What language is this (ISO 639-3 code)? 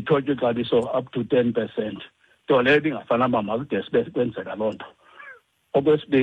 xho